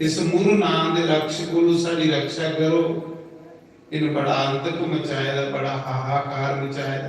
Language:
Dogri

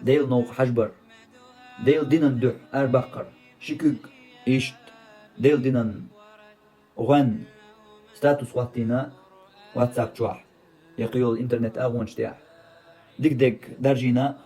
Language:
Chechen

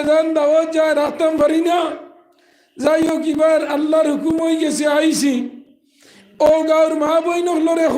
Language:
Sylheti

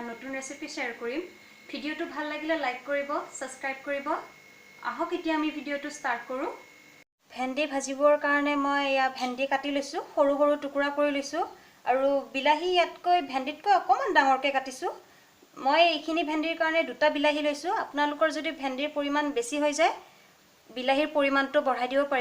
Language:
Assamese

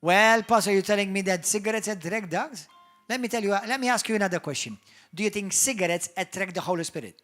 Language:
English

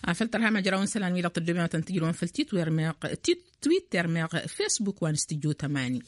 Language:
Tamasheq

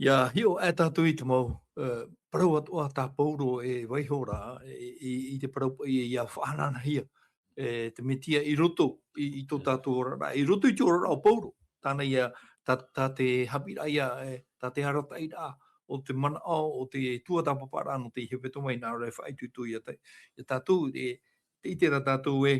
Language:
Tahitian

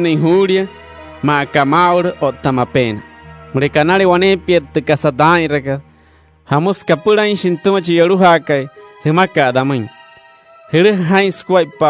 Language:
Wayuu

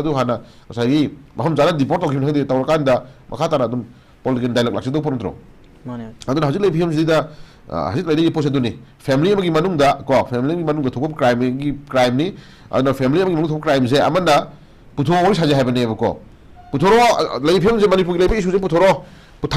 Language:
Manipuri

